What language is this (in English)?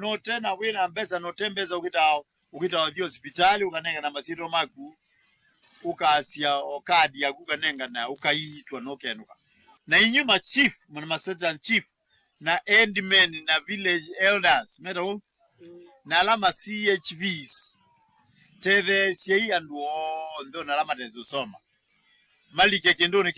Kamba